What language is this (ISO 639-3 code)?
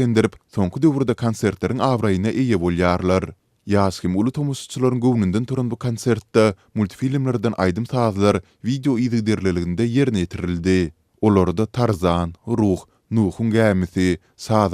tuk